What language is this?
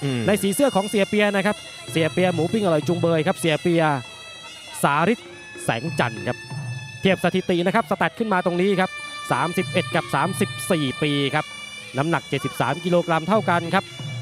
Thai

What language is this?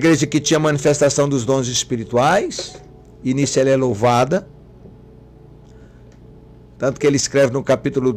Portuguese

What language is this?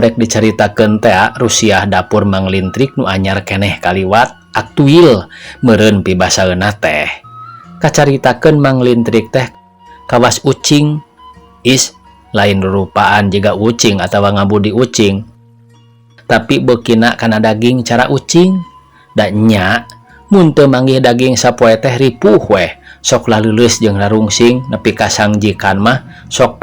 Sundanese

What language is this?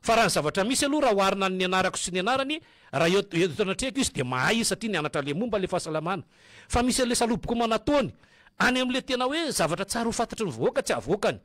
Malagasy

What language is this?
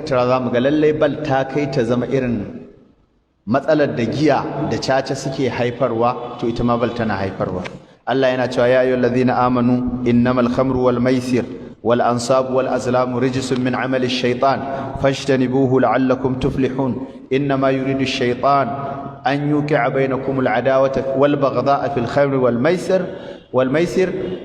Hausa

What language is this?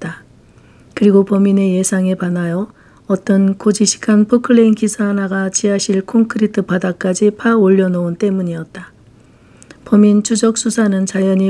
Korean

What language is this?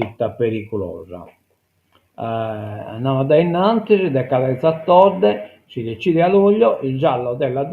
Sardinian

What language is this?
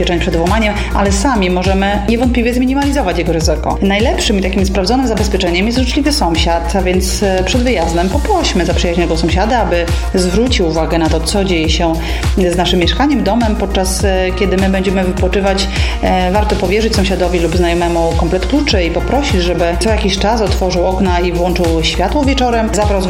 Polish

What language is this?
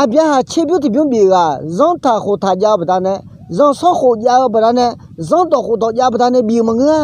Akha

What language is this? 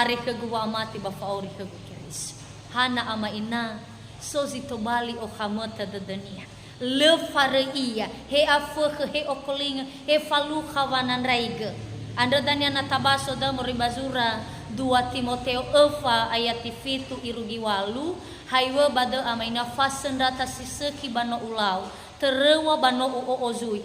Nias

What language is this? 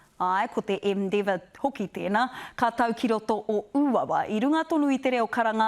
Māori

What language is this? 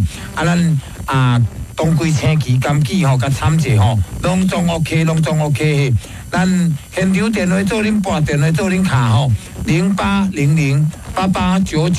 Min Nan Chinese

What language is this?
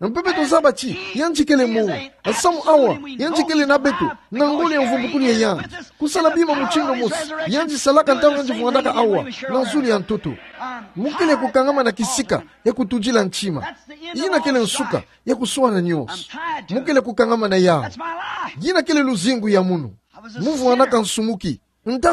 Kituba (Democratic Republic of Congo)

